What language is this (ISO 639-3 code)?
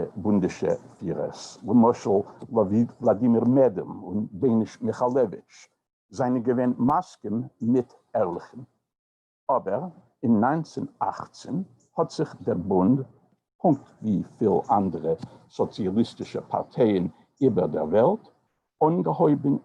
yid